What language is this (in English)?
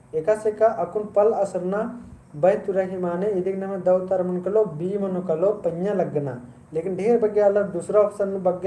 Kurukh